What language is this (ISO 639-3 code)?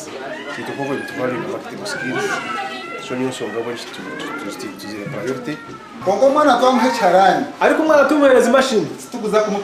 nyn